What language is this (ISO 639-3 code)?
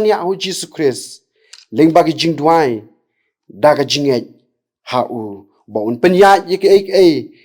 kha